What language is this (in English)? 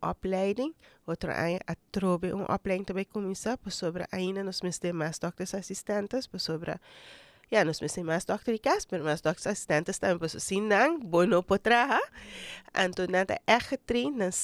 Papiamento